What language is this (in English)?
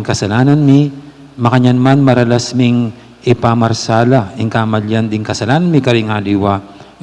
Pampanga